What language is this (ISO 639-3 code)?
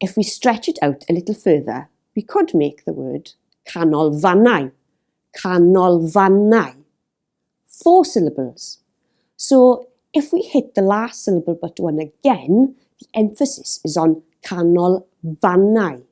eng